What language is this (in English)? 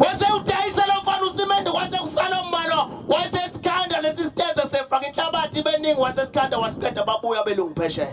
Zulu